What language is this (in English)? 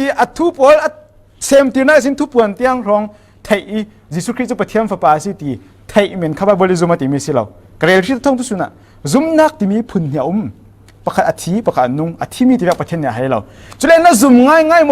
Falam Chin